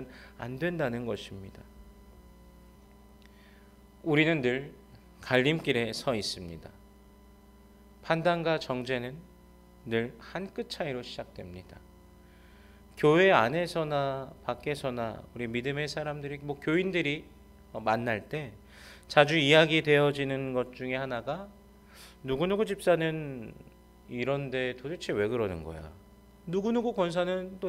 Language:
Korean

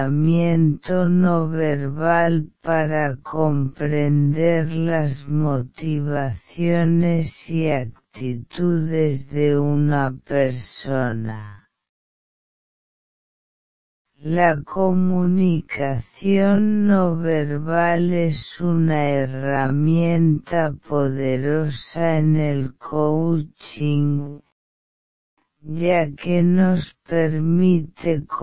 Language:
Spanish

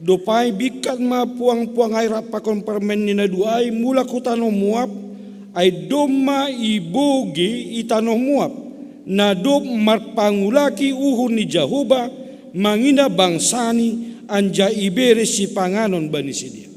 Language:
Batak Simalungun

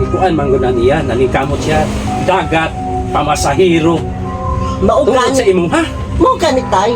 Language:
Cebuano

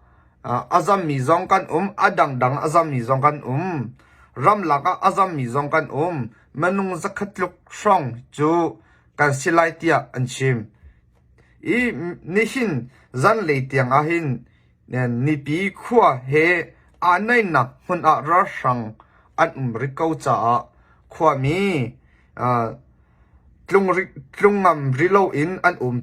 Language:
Hakha Chin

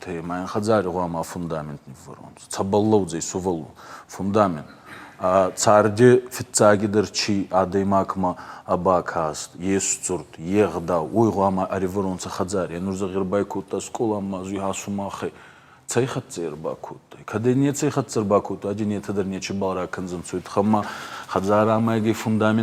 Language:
Ossetic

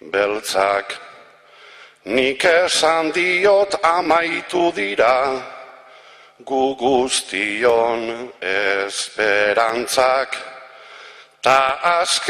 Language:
Basque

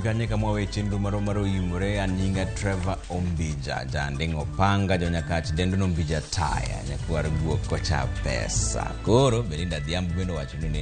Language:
Luo (Kenya and Tanzania)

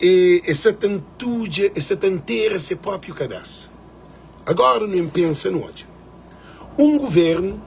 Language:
Kabuverdianu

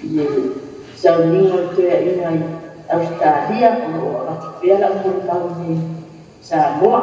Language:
Samoan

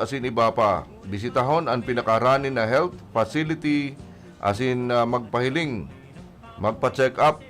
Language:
Bikol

